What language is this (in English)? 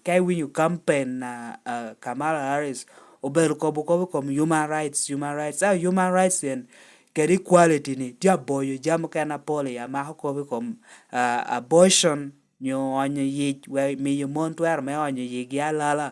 Lango (Uganda)